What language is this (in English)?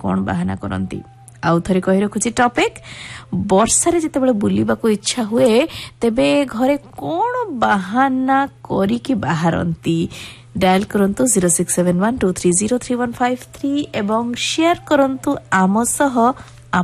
Odia